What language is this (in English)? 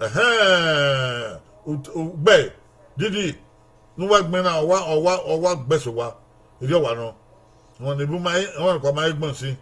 Bini